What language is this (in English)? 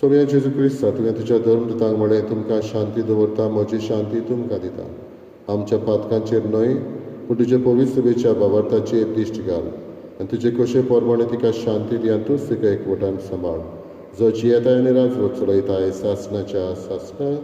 Konkani